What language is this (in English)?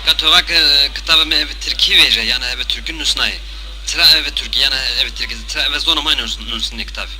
Zaza